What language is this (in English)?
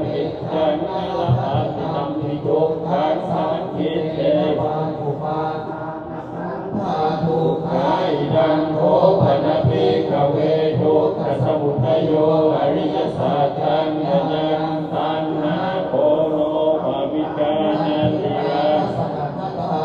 Pali